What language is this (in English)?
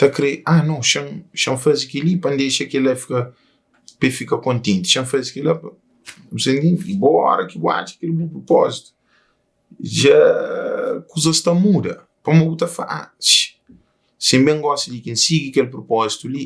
Kabuverdianu